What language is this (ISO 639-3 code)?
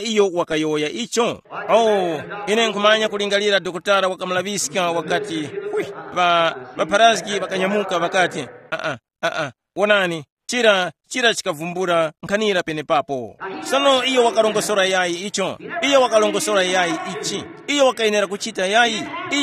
tum